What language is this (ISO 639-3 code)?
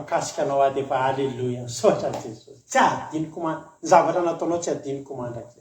mlg